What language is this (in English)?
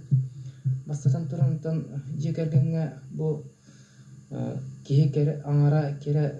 Yakut